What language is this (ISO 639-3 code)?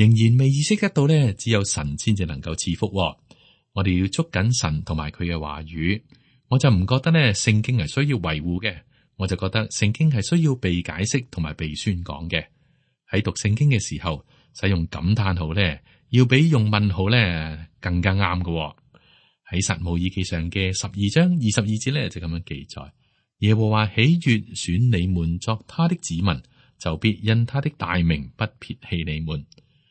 yue